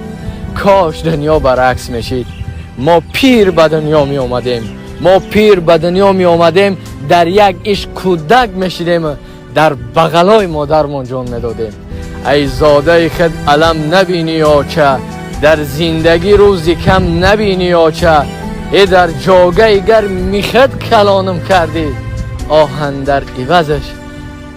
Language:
Tajik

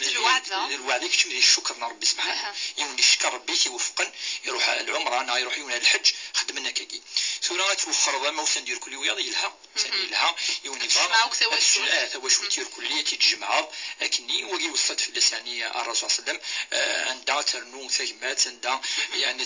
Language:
Moroccan Arabic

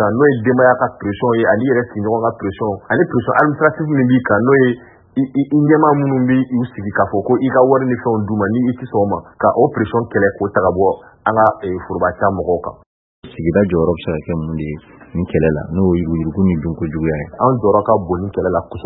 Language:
Bambara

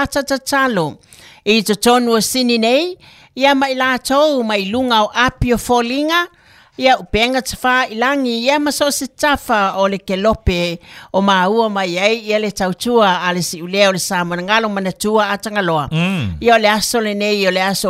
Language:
Samoan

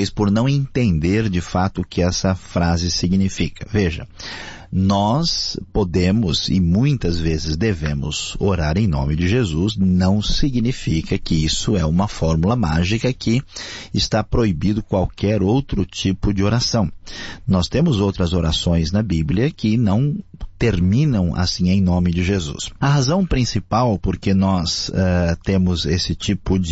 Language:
Portuguese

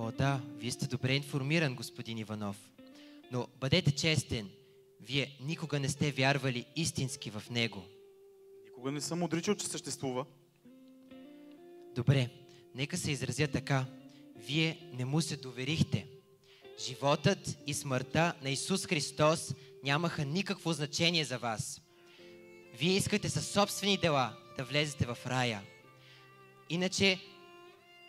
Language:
Bulgarian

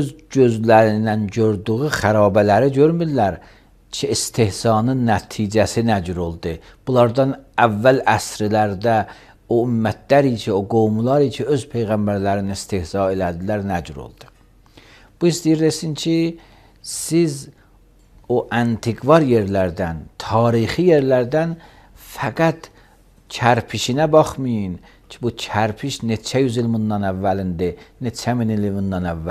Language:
Azerbaijani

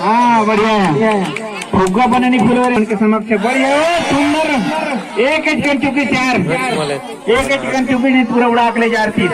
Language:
Chhattisgarhi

